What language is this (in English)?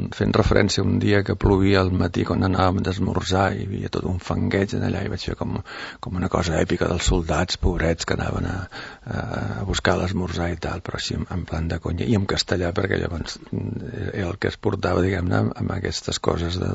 Catalan